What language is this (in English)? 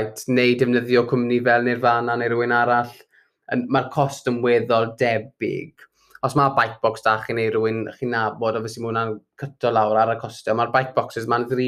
Welsh